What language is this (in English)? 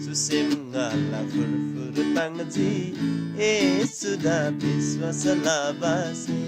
Eastern Tamang